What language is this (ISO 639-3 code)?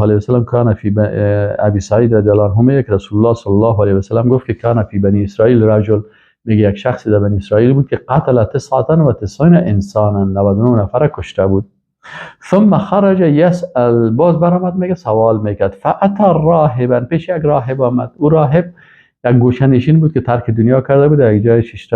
fas